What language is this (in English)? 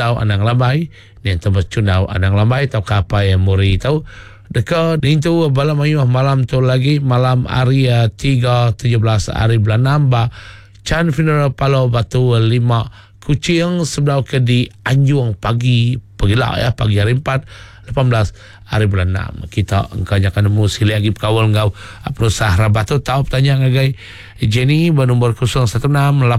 Iban